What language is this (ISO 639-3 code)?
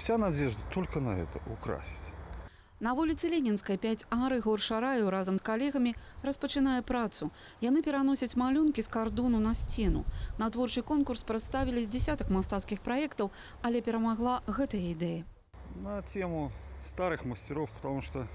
bel